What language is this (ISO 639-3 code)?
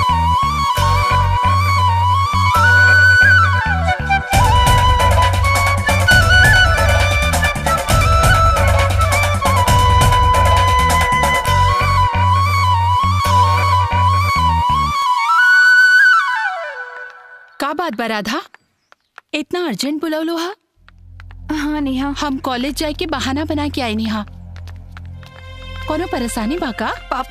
bho